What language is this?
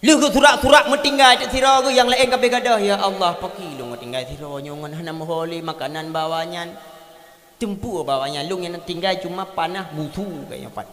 Achinese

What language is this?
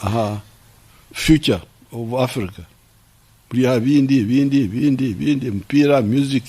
Nyankole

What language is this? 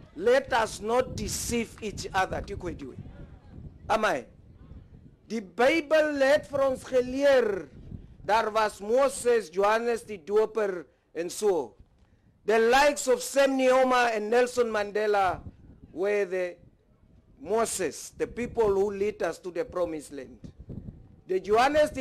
Afrikaans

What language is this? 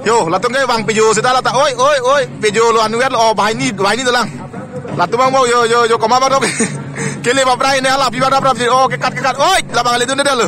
Karbi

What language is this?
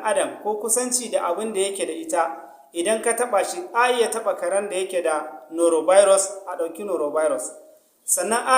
Hausa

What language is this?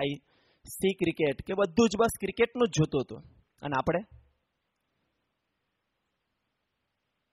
Gujarati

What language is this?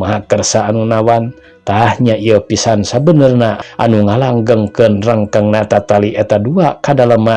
Sundanese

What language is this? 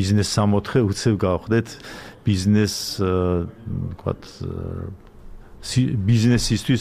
Georgian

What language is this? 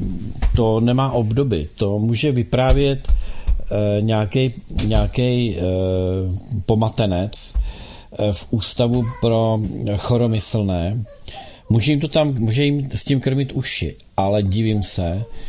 Czech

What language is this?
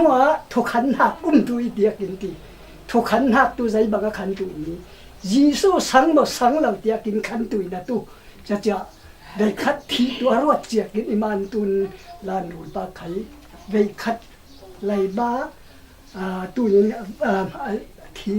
Falam Chin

